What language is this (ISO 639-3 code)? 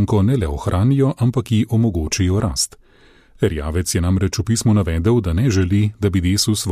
slv